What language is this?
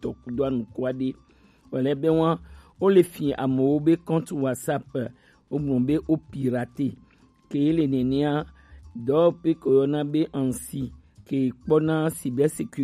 Gen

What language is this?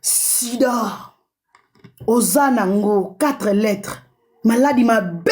Lingala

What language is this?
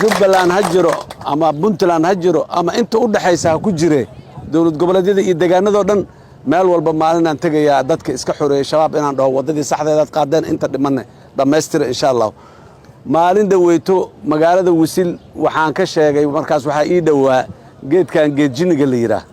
Somali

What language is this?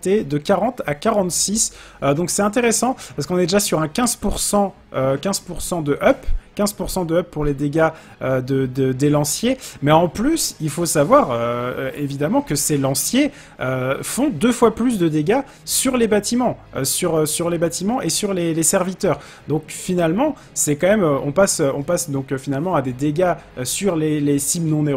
French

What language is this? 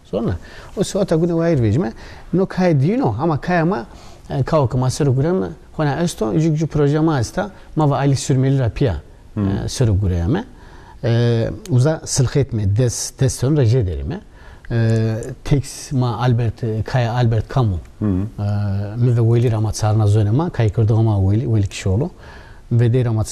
Zaza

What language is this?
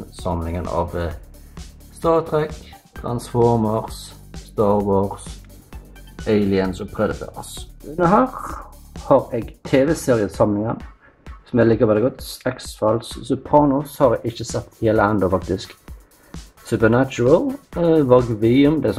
Norwegian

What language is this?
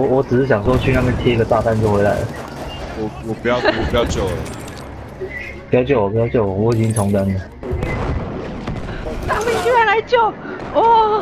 Chinese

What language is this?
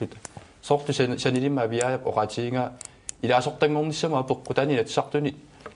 Kalaallisut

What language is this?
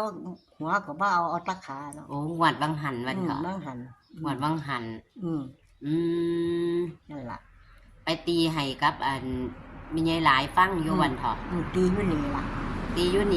Northeastern Thai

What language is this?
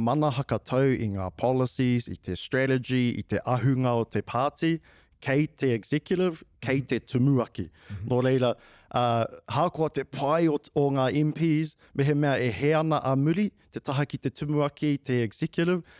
Māori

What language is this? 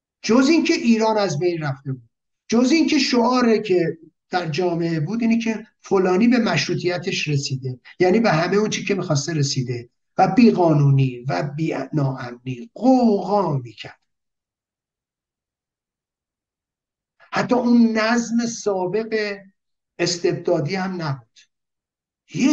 Persian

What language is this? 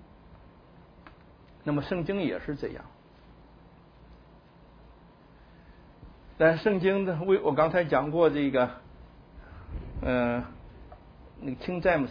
Chinese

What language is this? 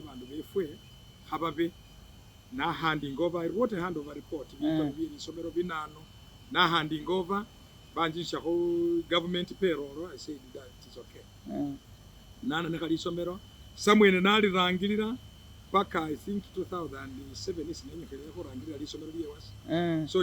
Masaaba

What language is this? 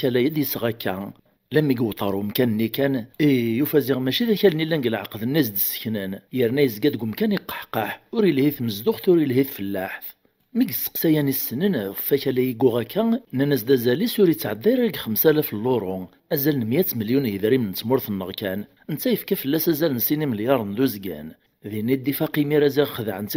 Kabyle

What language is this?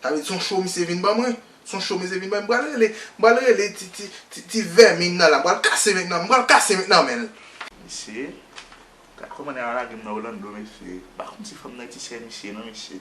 Haitian Creole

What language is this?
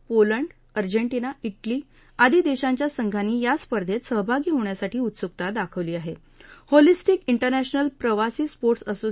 Marathi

